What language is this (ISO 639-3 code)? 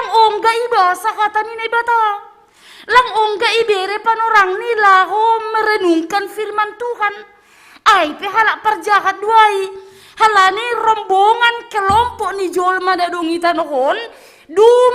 bts